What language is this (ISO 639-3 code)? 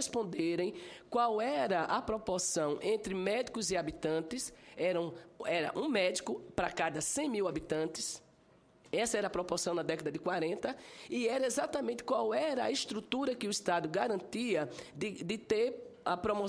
por